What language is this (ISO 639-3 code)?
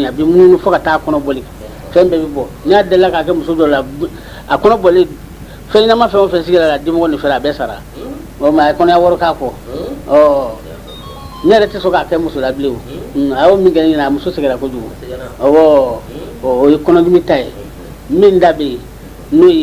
bam